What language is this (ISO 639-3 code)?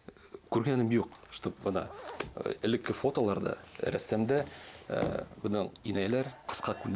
bak